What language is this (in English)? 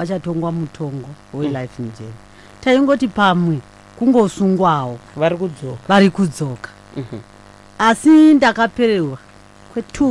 Shona